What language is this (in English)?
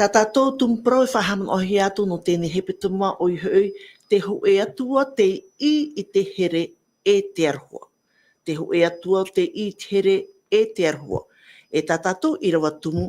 Tahitian